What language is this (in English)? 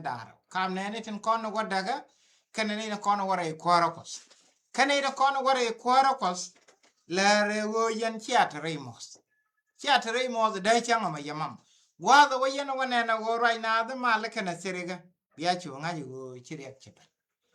Nuer